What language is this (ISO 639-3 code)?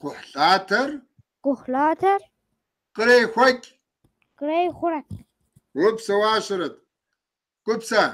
kbd